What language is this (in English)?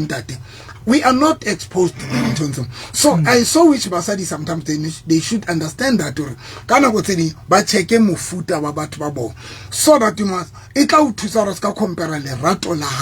Southern Sotho